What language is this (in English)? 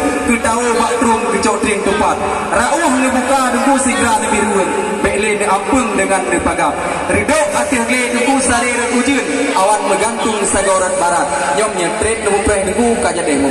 Achinese